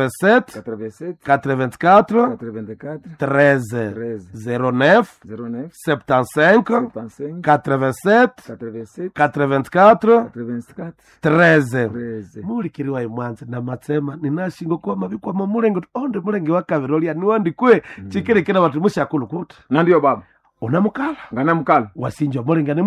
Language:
Nande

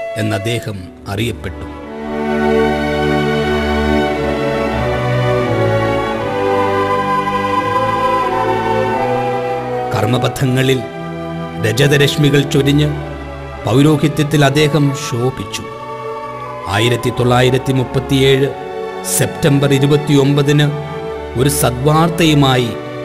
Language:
Malayalam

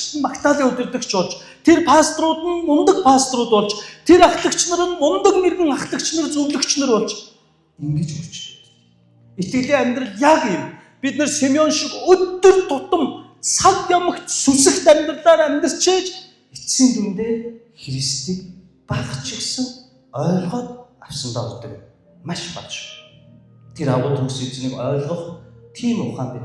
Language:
Mongolian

